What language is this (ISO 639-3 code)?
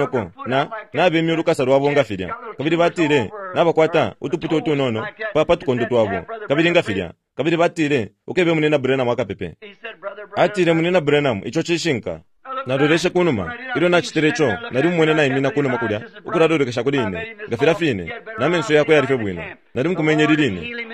bem